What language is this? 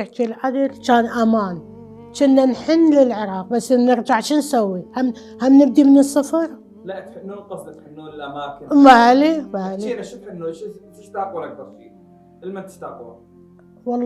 Mesopotamian Arabic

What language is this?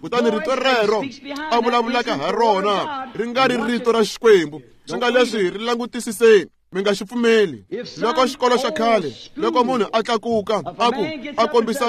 Tsonga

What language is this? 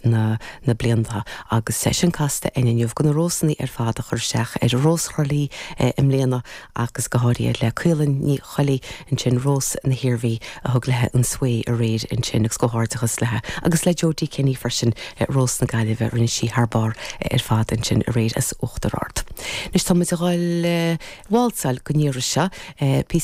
Irish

